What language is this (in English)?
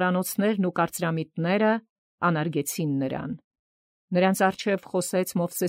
Armenian